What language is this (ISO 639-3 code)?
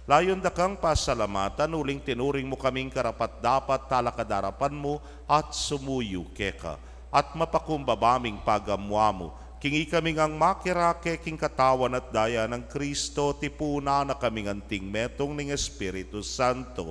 pam